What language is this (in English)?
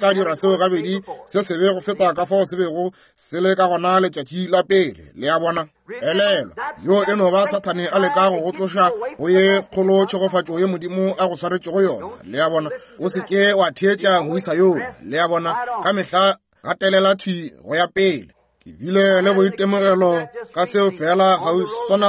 Northern Sotho